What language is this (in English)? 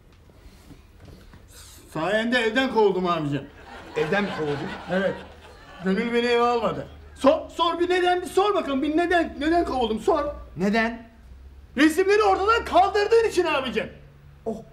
Turkish